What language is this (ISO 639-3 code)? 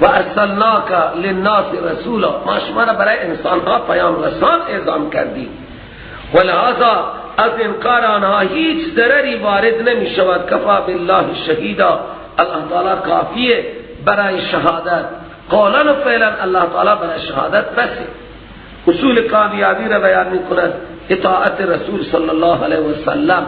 fas